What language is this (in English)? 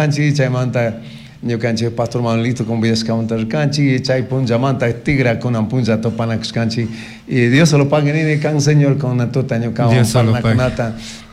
Chimborazo Highland Quichua